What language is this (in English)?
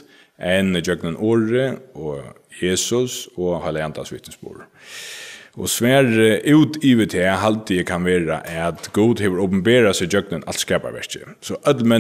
Faroese